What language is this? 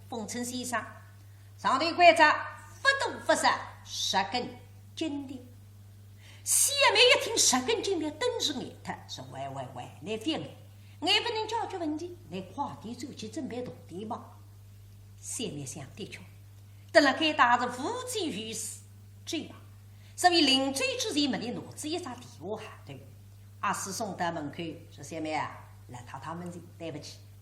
Wu Chinese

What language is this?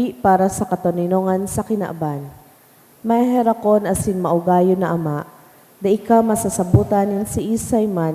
Bikol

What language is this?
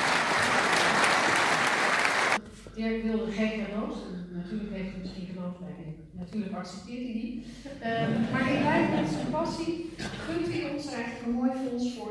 Dutch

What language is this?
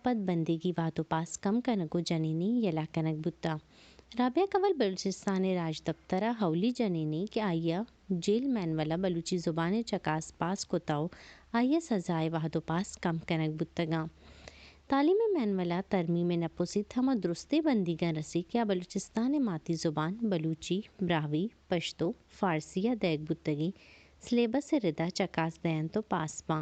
Baluchi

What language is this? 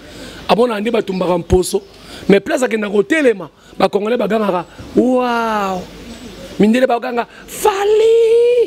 Lingala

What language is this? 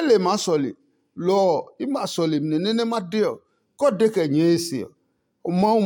Adangme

